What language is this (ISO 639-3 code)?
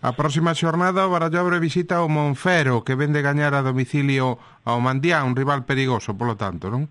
glg